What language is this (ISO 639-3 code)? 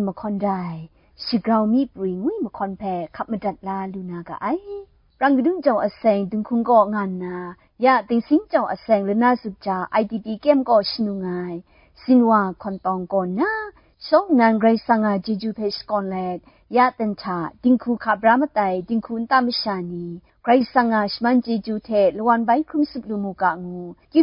kac